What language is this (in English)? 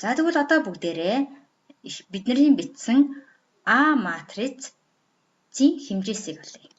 Mongolian